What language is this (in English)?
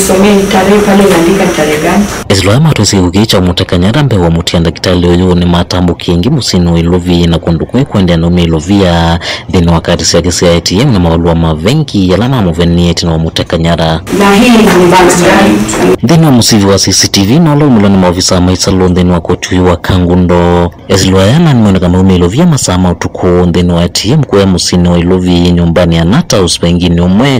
Kamba